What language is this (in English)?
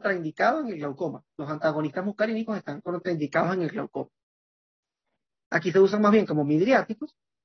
Spanish